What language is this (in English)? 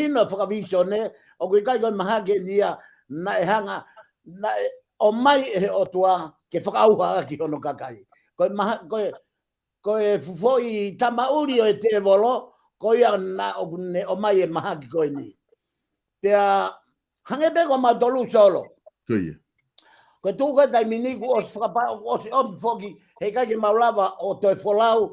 Tongan